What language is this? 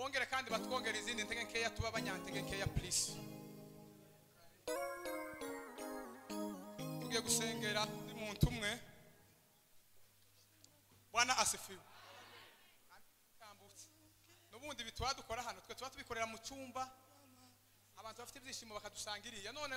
Kinyarwanda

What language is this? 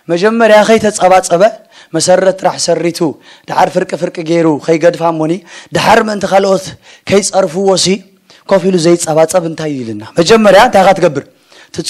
Tigrinya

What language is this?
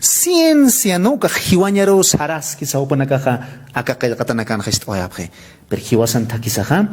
Aymara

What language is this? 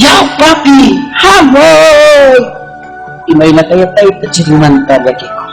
Ayacucho Quechua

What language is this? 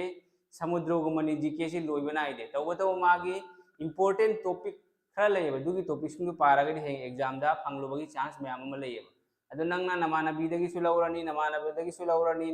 Manipuri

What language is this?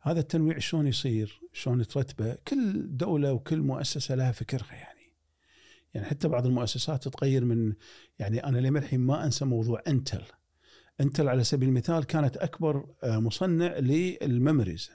Gulf Arabic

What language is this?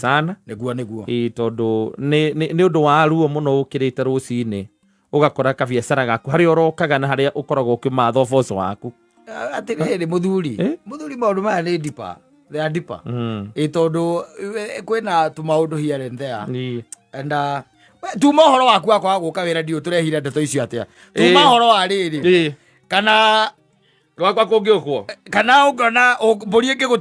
Kikuyu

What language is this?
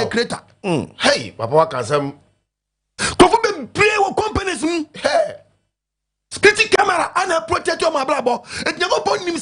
Akan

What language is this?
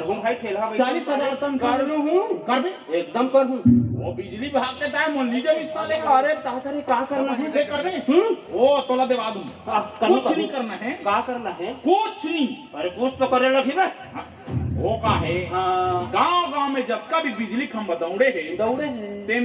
Chhattisgarhi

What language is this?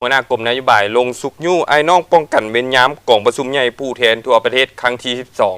Lao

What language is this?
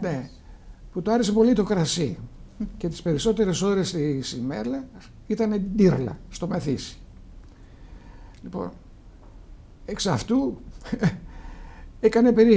Greek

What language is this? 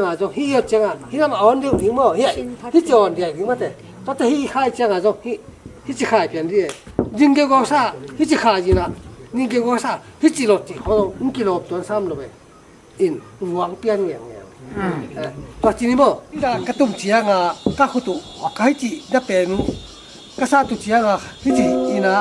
Tedim Chin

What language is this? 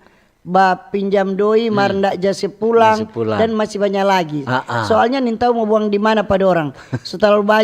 Manado Malay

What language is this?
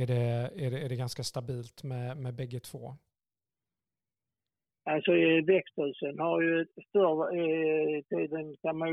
Swedish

